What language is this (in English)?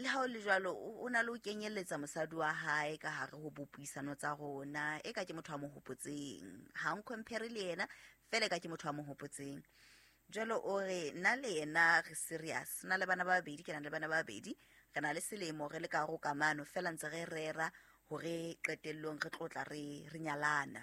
Southern Sotho